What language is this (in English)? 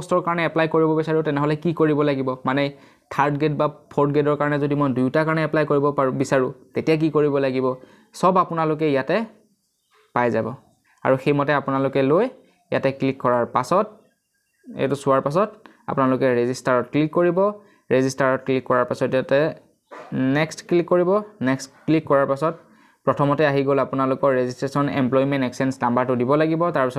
Assamese